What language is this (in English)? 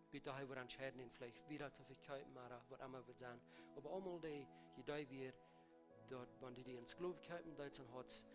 Plautdietsch